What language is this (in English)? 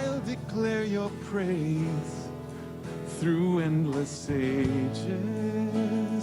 Ewe